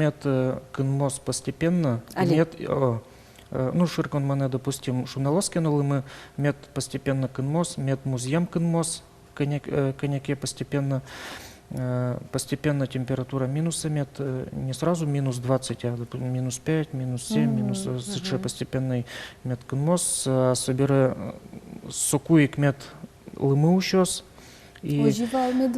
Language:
Udmurt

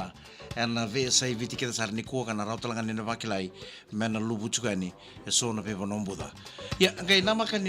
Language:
Fijian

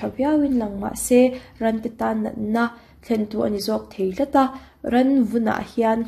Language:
Mizo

